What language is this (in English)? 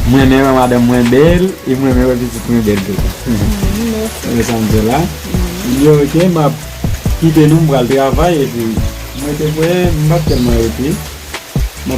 Haitian Creole